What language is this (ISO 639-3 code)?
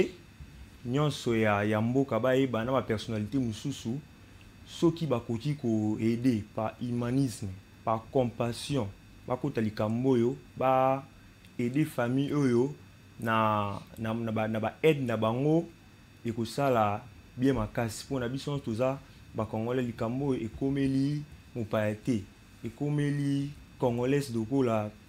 lin